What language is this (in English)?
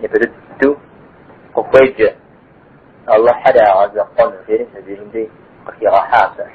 Kabardian